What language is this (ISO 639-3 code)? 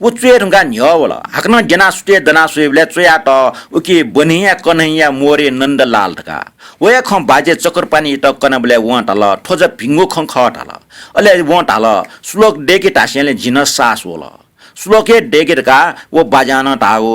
new